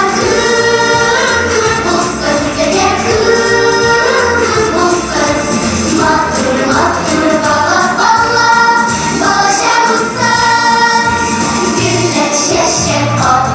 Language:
Tatar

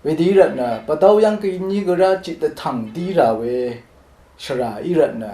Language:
Rawang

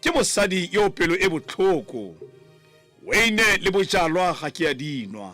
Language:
Tswana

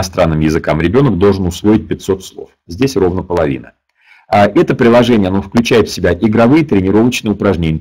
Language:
Russian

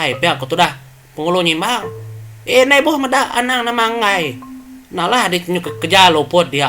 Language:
Iban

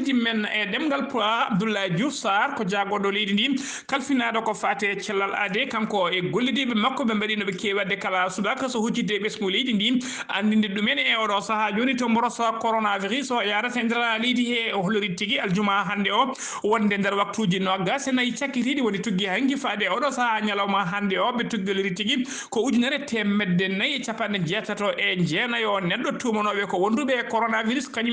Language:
Fula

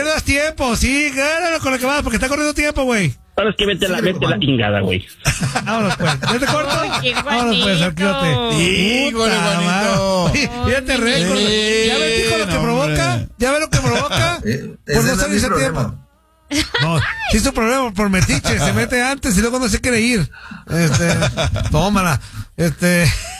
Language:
Spanish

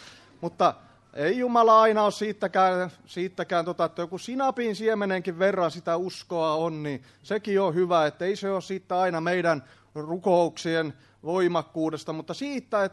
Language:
Finnish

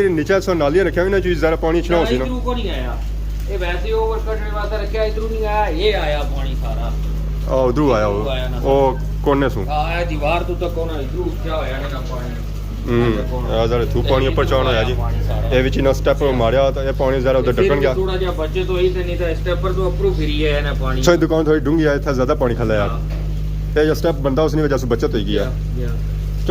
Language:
Pahari-Potwari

